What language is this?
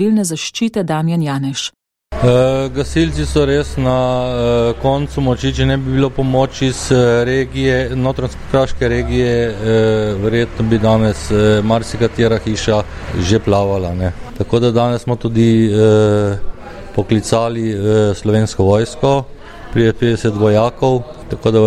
Slovenian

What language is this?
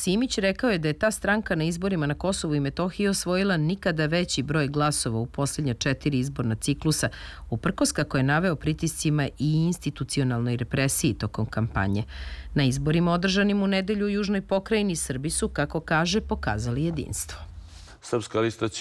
Serbian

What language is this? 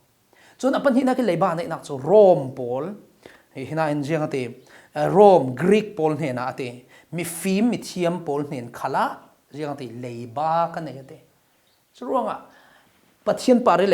Falam Chin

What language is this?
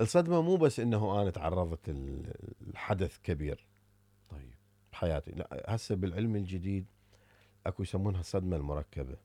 Mesopotamian Arabic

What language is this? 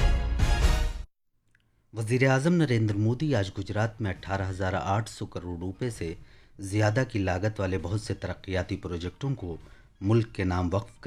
Urdu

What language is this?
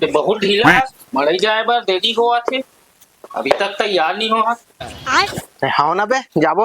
Chhattisgarhi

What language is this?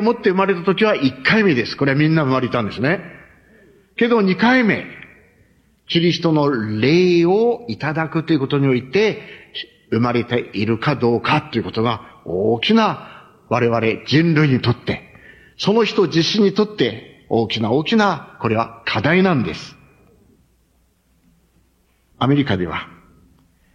Japanese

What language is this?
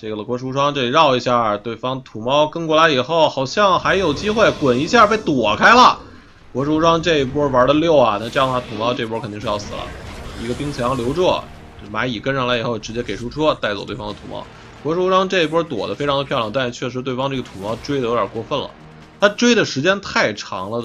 Chinese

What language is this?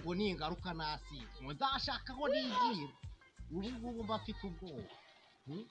Kinyarwanda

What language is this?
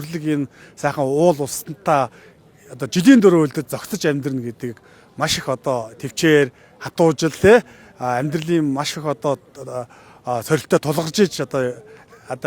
Mongolian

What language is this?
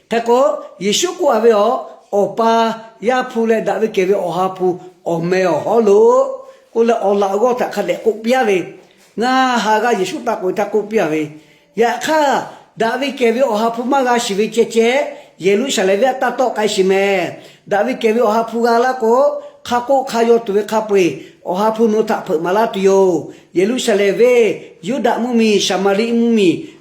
Lahu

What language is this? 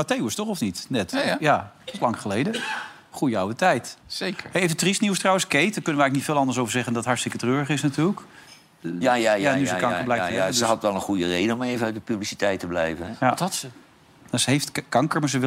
Dutch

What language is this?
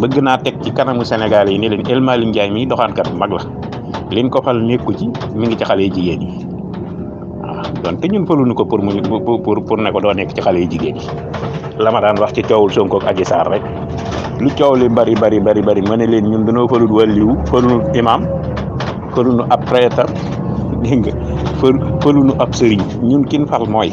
Wolof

